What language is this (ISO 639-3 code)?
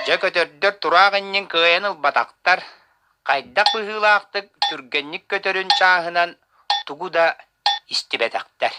sah